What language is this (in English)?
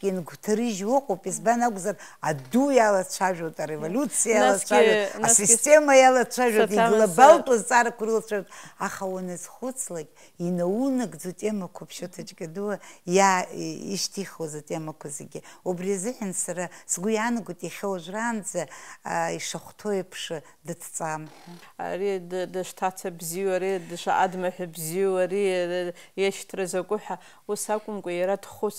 Abkhazian